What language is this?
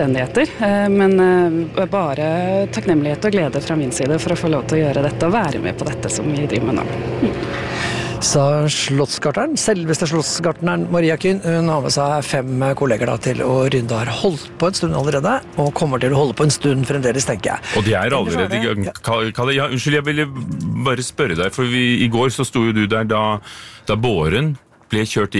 Norwegian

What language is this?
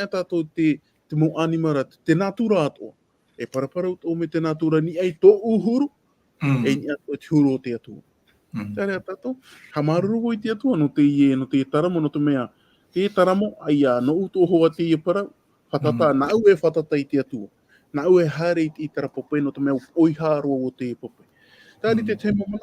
Tahitian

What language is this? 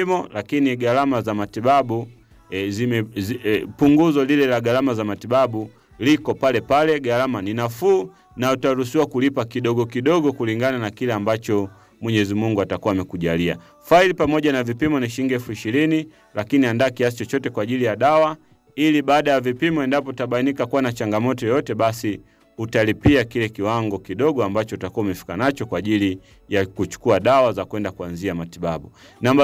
Swahili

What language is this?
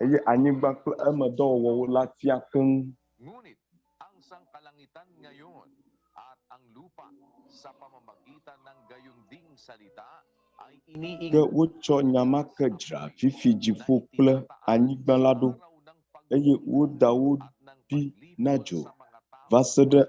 Ewe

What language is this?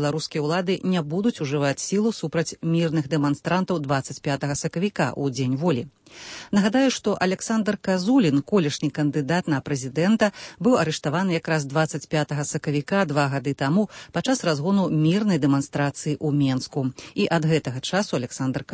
Belarusian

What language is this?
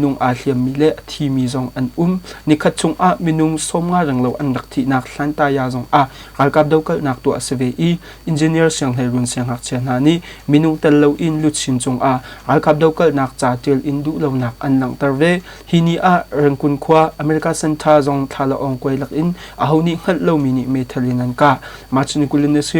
Hakha Chin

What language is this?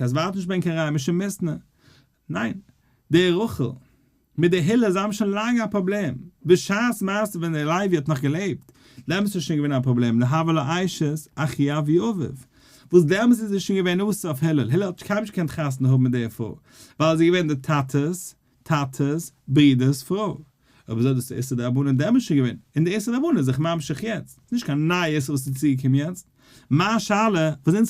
Yiddish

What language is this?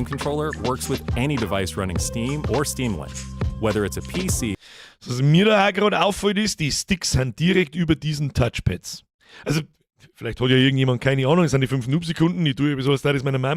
Bavarian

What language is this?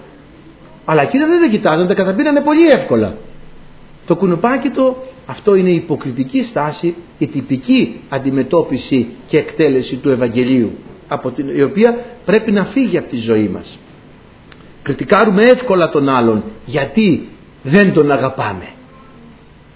Greek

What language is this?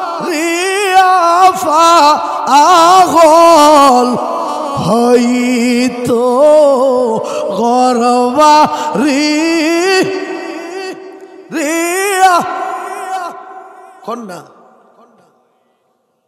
Bangla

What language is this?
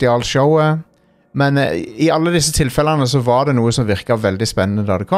Norwegian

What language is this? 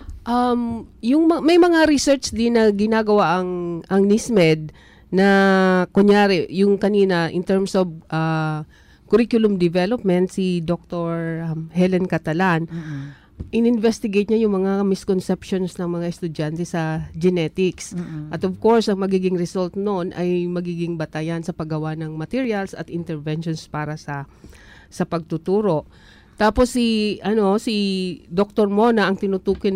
Filipino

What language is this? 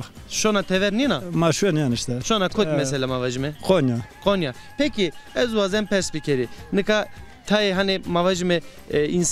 Zaza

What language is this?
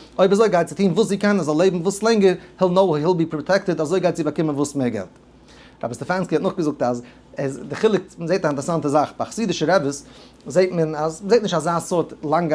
Yiddish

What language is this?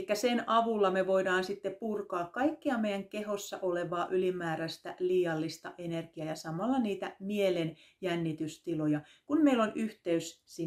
Finnish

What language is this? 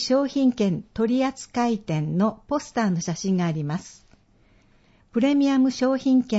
Japanese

